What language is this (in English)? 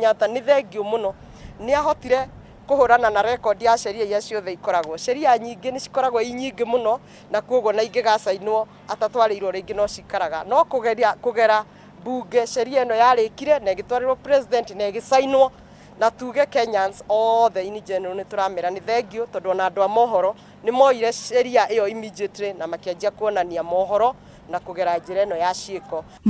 Kikuyu